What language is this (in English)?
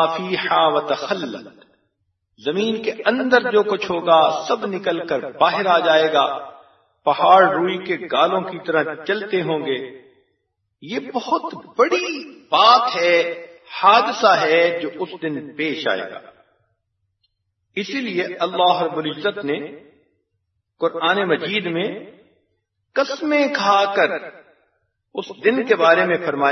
Urdu